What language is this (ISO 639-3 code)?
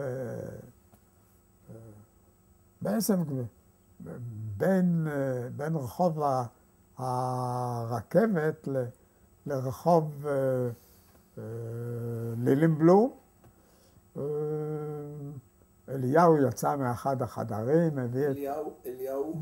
heb